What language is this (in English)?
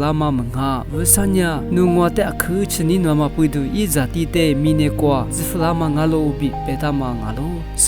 Lisu